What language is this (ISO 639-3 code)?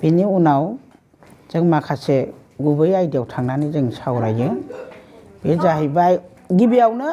brx